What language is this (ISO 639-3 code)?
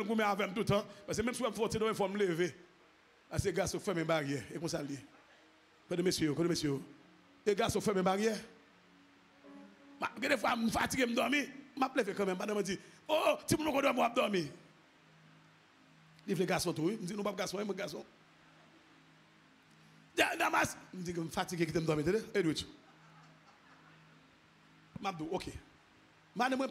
fra